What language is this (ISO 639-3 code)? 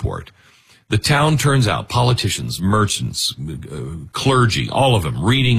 eng